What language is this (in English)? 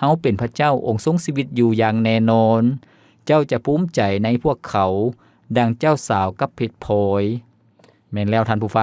Lao